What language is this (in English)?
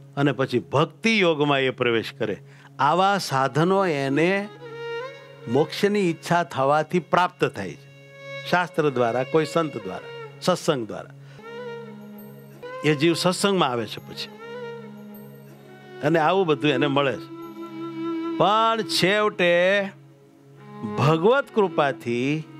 Gujarati